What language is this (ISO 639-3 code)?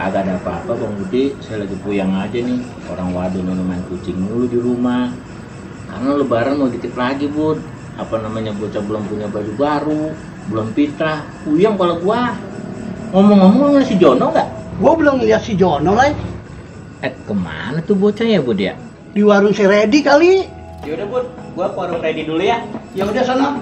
bew